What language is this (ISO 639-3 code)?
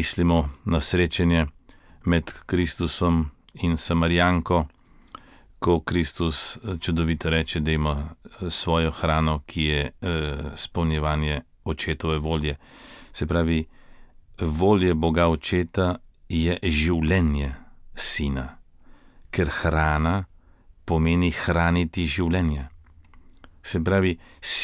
slv